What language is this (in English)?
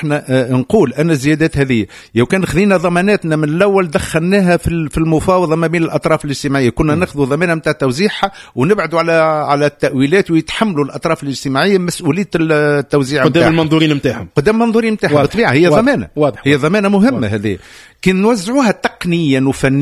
Tunisian Arabic